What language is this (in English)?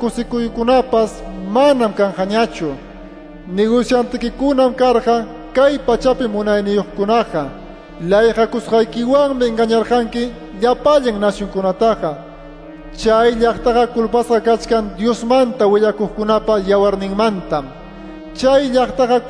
Quechua